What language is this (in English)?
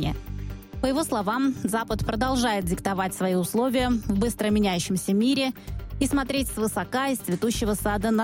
Russian